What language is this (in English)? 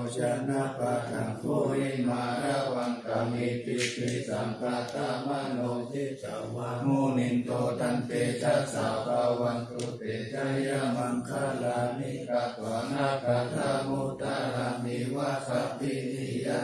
Pali